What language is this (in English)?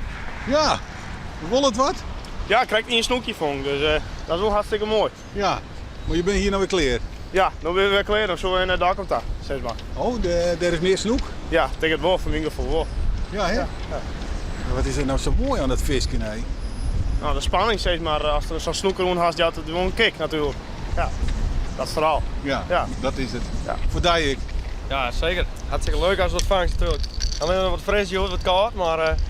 Western Frisian